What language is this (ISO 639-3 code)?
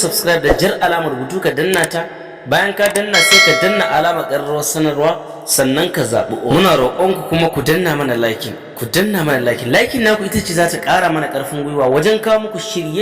hau